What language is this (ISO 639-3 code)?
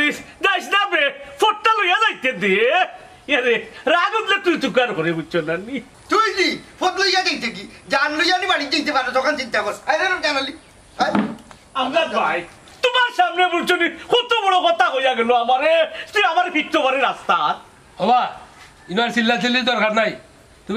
syl